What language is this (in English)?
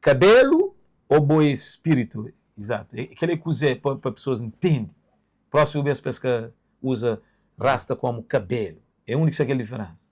Kabuverdianu